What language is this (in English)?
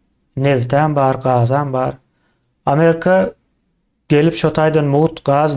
Turkmen